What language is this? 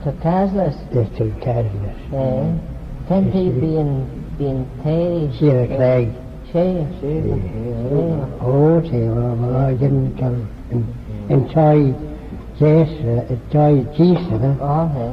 Manx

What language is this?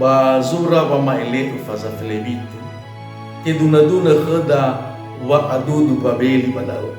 Nias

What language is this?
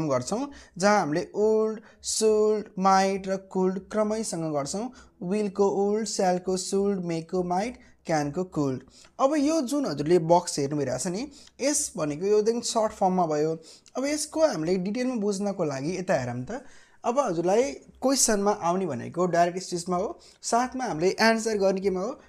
Nepali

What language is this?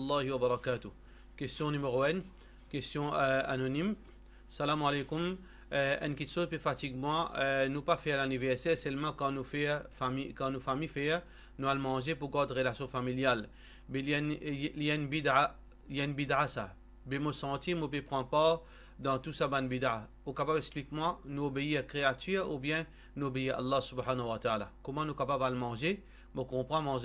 Morisyen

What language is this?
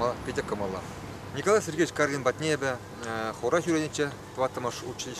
Chuvash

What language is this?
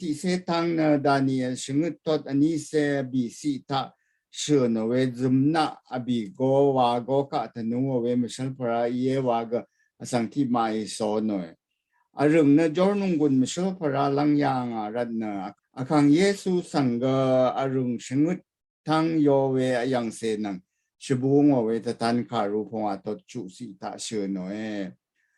Rawang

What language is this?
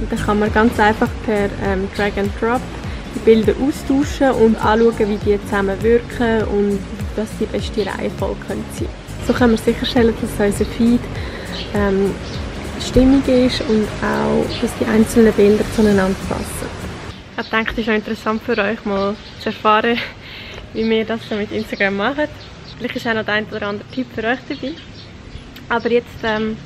Swiss German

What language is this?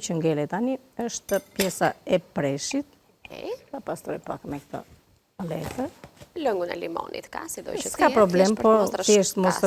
Albanian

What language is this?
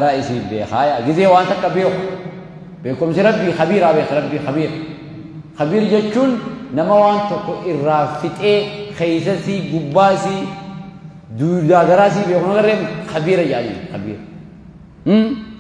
Oromo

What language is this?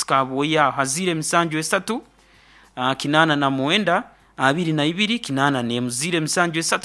Nyoro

